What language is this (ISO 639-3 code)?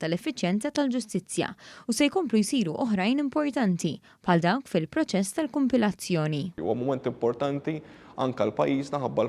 mlt